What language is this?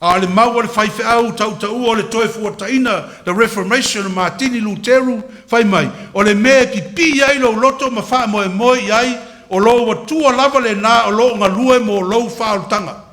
Samoan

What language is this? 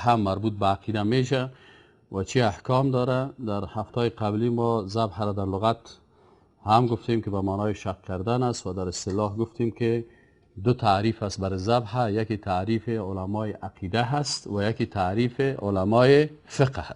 Persian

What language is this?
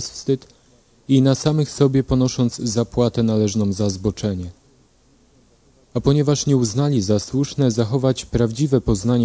Polish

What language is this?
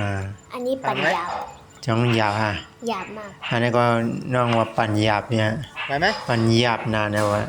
Shan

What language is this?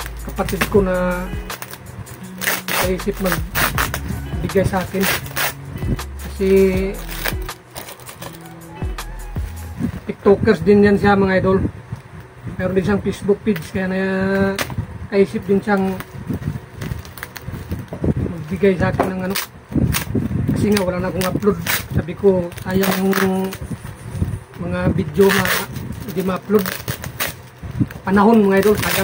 Filipino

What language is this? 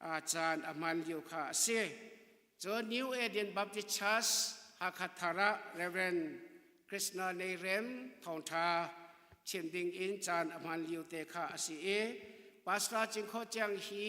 Hakha Chin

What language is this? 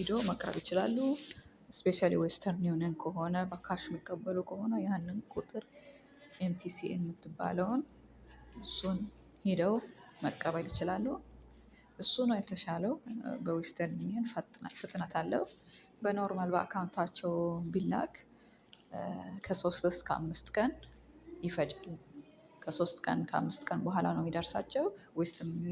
Amharic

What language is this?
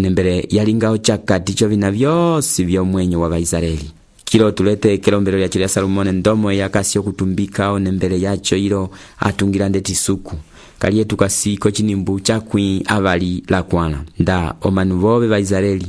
Umbundu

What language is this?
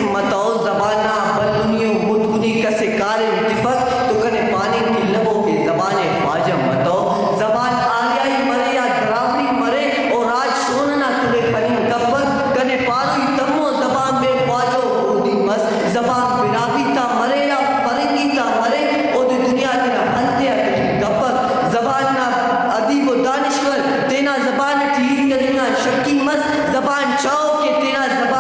Brahui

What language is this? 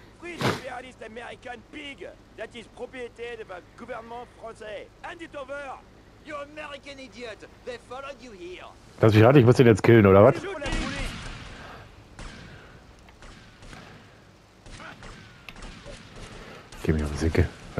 German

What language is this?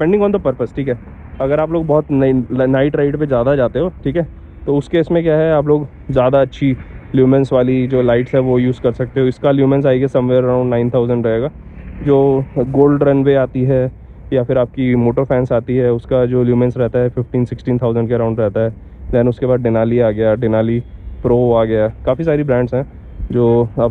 Hindi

